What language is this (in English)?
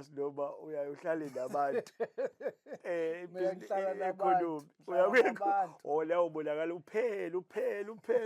Zulu